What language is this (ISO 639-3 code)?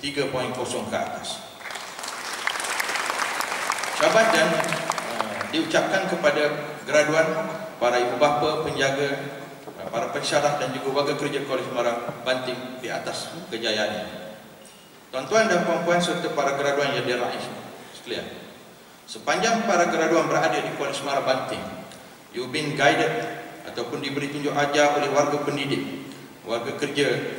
msa